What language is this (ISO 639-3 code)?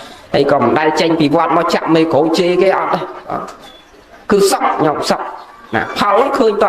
khm